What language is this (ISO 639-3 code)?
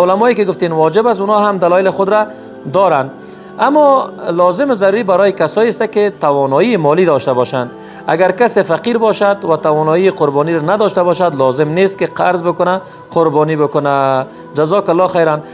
fas